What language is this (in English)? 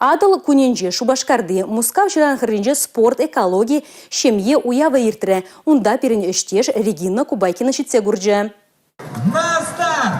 Chuvash